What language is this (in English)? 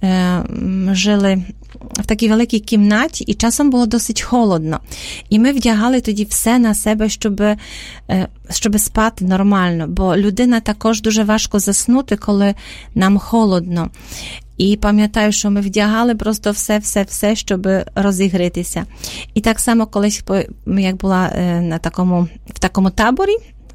Ukrainian